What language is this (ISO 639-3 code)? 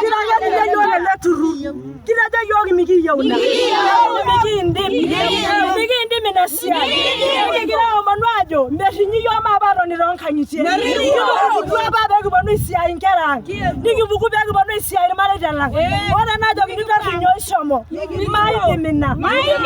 mas